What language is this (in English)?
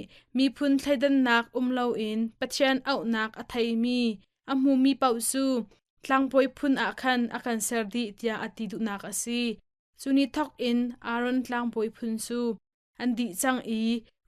Hakha Chin